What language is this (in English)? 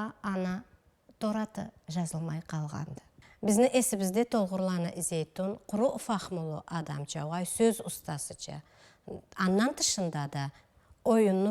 Karachay-Balkar